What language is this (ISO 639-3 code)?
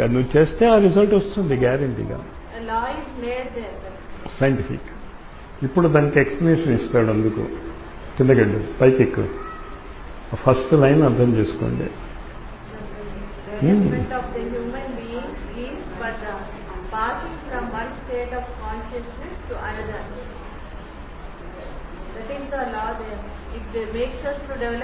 tel